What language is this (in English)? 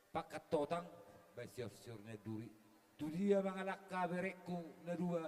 Batak Toba